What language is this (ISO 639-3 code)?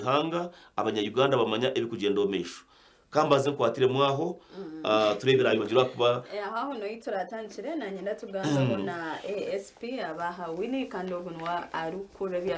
nyn